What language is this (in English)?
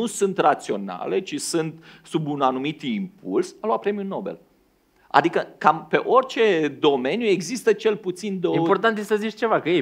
Romanian